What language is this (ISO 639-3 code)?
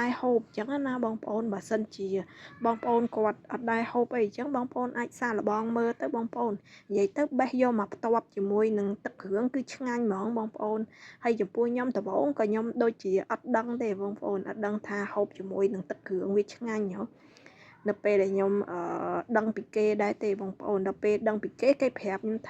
khm